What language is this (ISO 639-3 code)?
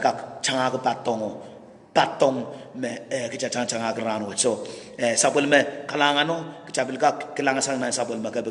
pon